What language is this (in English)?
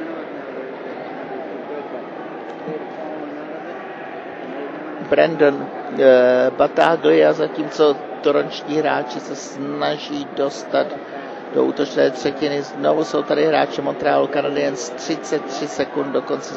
Czech